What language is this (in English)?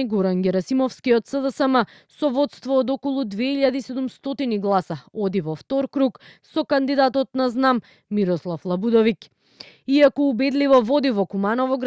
Macedonian